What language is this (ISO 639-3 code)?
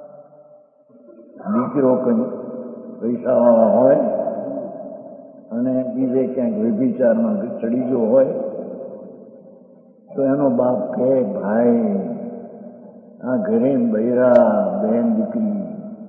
guj